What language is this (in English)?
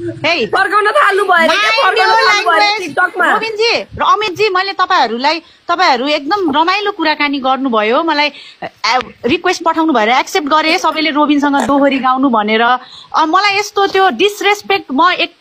Nepali